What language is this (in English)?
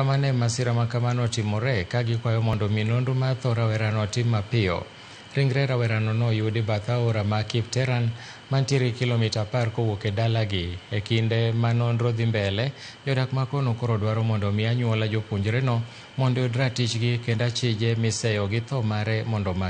Luo (Kenya and Tanzania)